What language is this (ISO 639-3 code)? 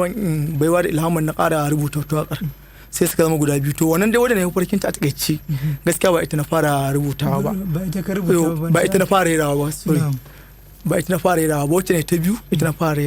hau